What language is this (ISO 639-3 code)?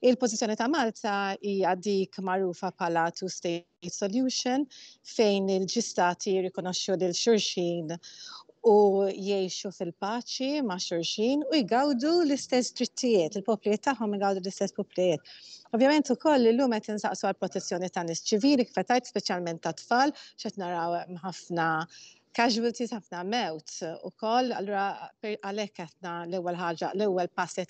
mlt